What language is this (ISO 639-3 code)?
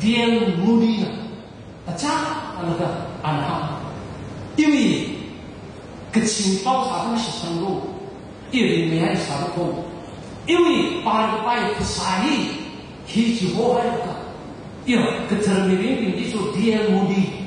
nmf